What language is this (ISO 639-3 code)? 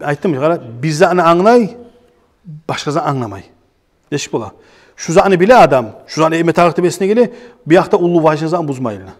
kum